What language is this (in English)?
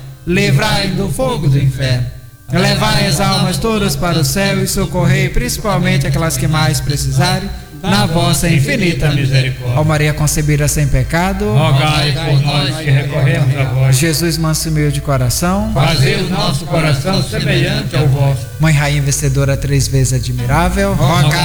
Portuguese